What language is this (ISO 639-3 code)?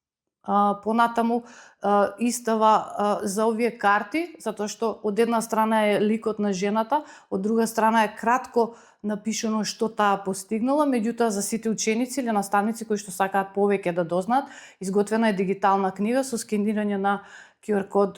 mkd